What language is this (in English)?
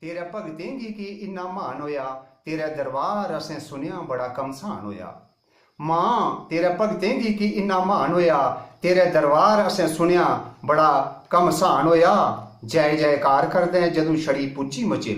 Dogri